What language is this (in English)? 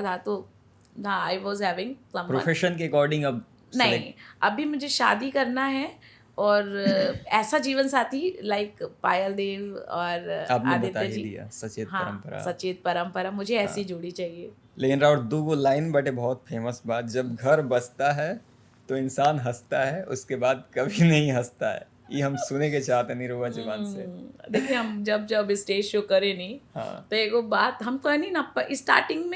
Bhojpuri